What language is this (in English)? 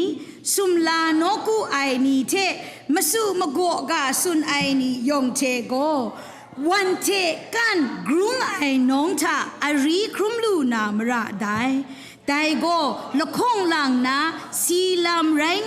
Kachin